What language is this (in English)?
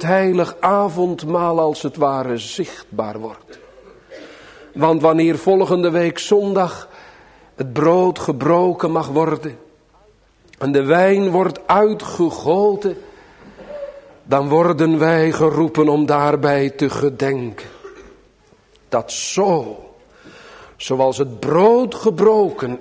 Dutch